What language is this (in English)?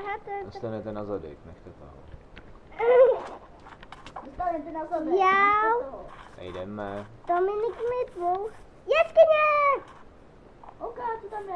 Czech